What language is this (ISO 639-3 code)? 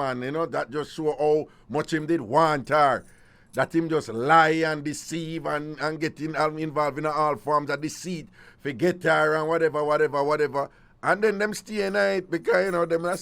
jam